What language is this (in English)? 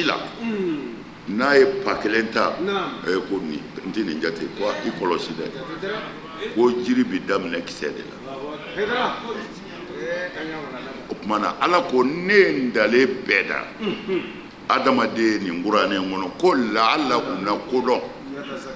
Bambara